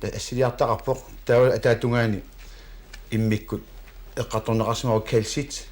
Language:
Kalaallisut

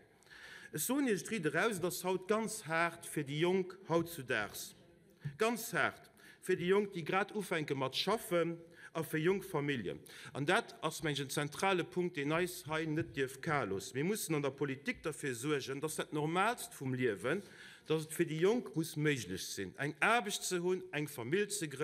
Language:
Luxembourgish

